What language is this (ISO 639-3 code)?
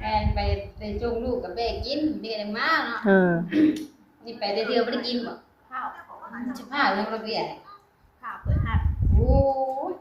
tts